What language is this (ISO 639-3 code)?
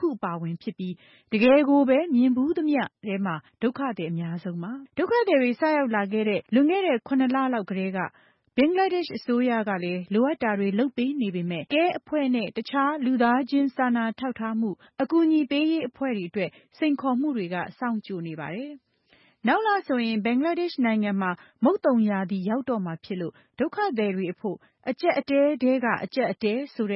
mya